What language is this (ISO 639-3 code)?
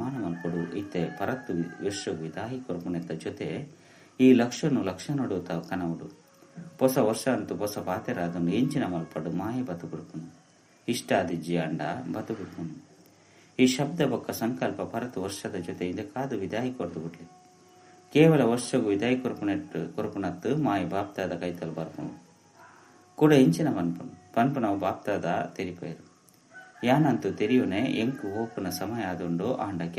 tcy